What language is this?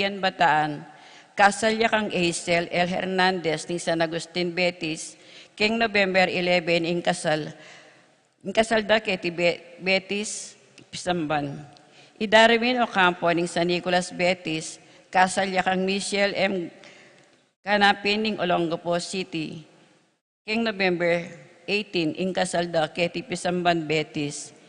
Pampanga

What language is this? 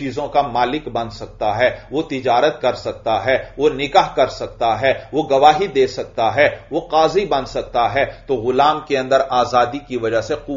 Urdu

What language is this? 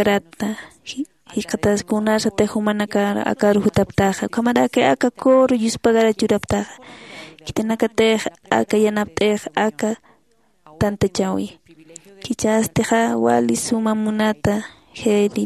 Aymara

